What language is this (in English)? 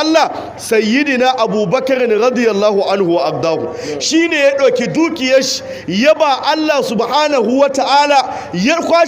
Hausa